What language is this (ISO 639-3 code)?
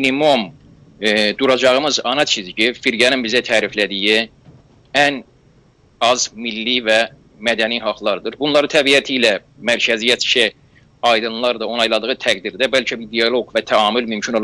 azb